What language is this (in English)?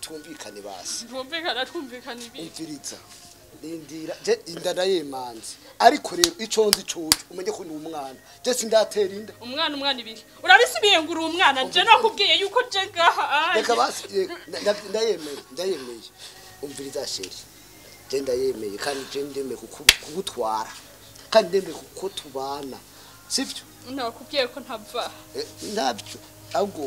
Rundi